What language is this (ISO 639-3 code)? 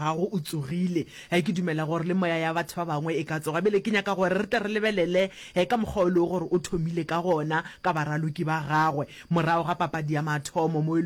nso